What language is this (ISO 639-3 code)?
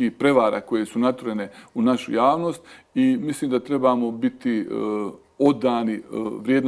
bos